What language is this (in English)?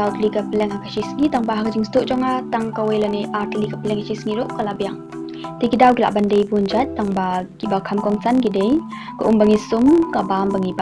Khasi